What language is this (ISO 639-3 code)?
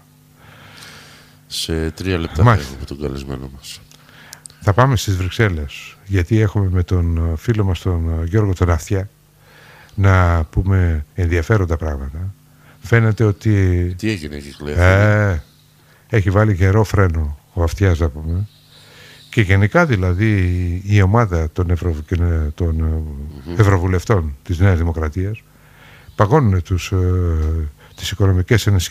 ell